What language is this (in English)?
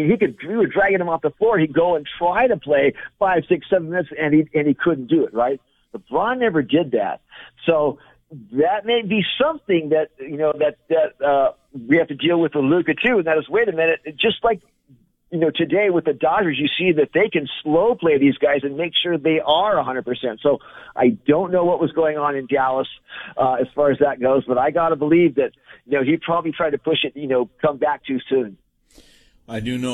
English